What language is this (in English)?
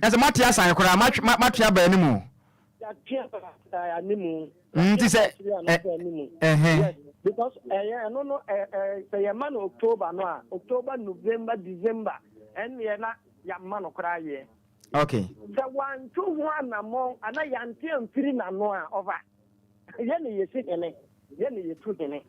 Akan